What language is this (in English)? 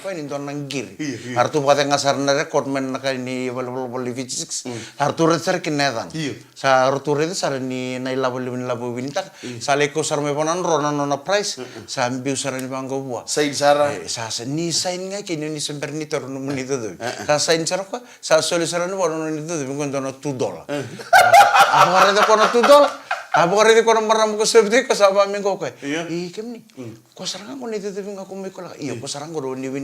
Fijian